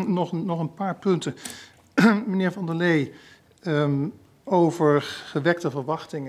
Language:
Dutch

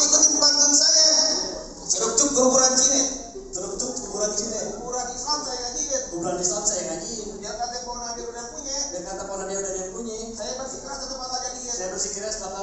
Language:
Betawi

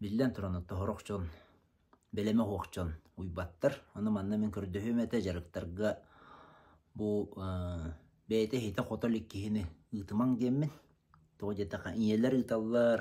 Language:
Yakut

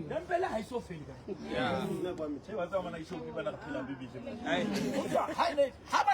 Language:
Southern Sotho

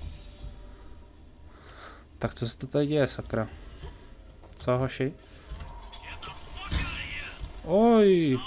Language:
Czech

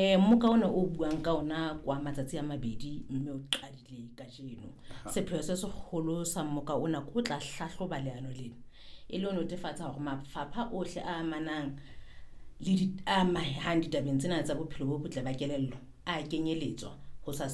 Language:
Southern Sotho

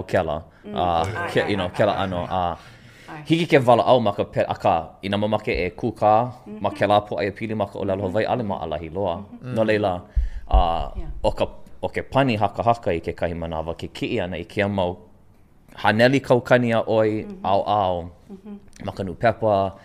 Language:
Hawaiian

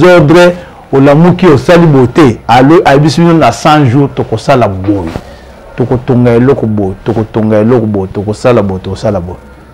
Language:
Lingala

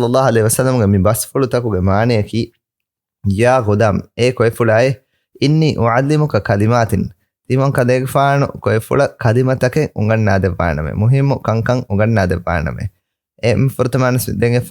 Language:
Divehi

